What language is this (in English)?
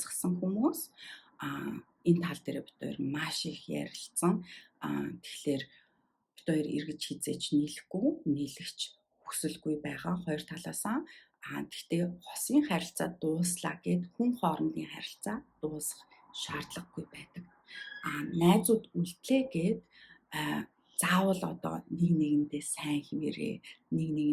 Mongolian